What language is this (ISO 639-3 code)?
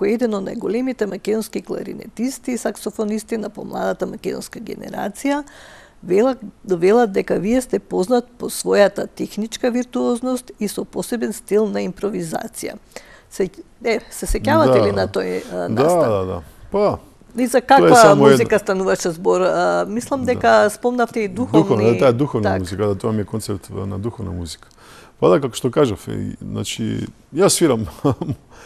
mkd